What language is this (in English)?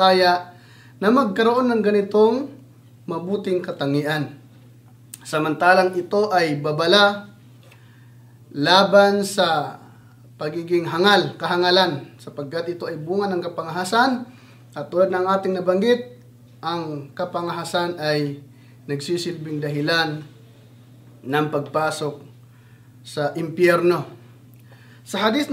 Filipino